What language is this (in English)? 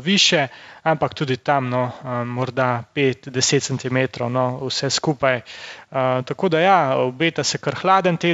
Slovenian